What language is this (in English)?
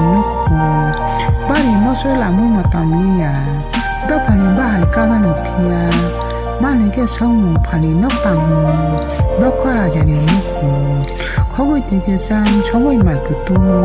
Kok Borok